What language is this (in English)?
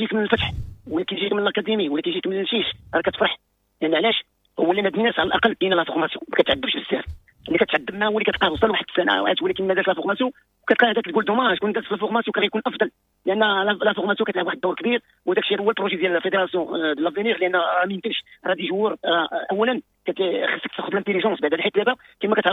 Moroccan Arabic